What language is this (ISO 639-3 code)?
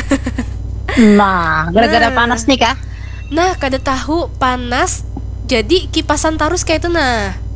bjn